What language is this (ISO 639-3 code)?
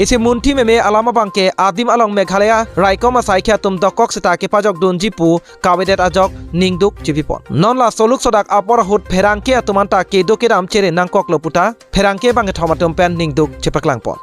mjw